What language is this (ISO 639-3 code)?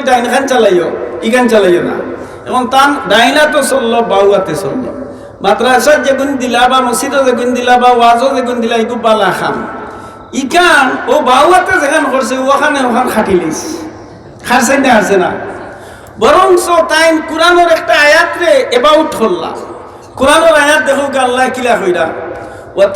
syl